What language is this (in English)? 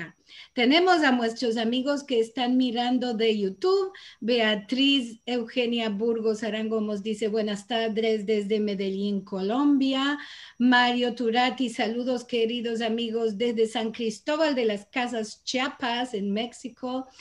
Ladino